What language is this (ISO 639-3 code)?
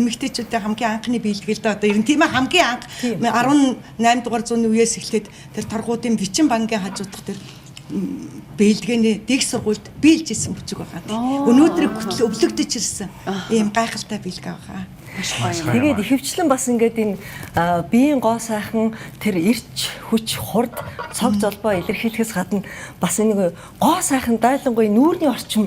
mon